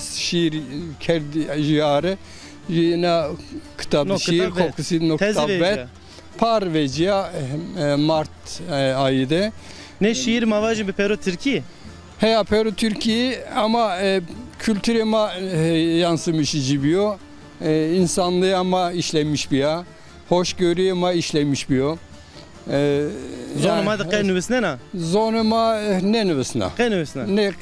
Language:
Zaza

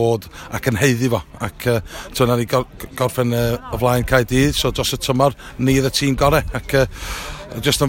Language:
Welsh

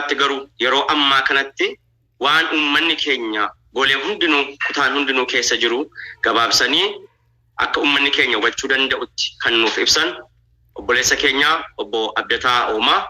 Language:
Oromo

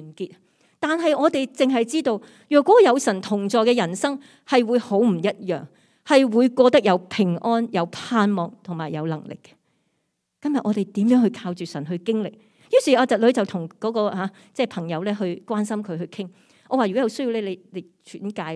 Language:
Cantonese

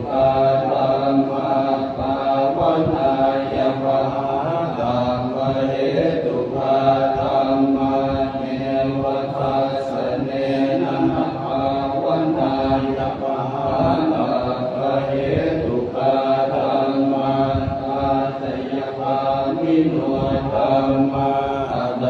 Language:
Pali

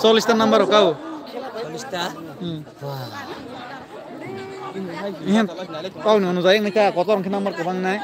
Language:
Kok Borok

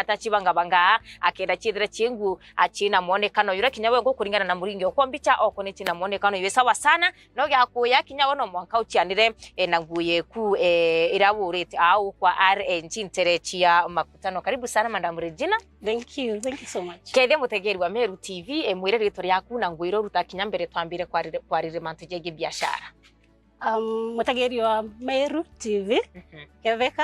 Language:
Meru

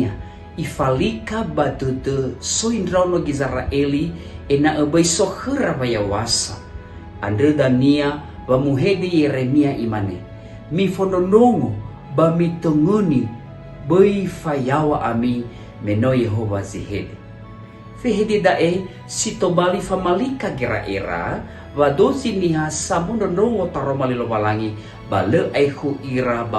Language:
Nias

